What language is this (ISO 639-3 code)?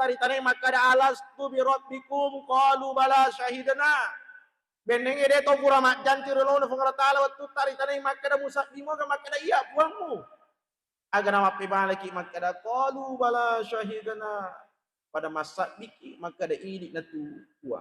bug